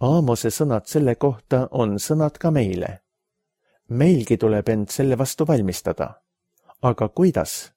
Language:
Estonian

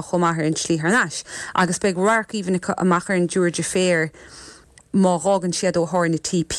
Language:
Irish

